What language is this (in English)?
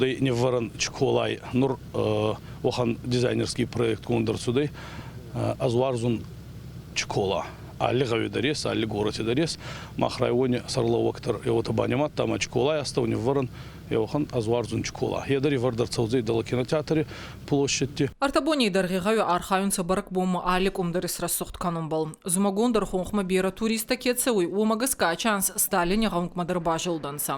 Ossetic